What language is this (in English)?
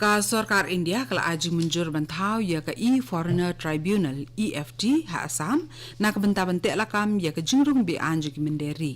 Khasi